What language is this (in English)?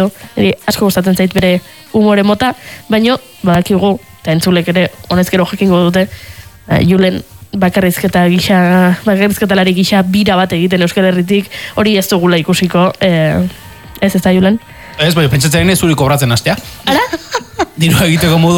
Basque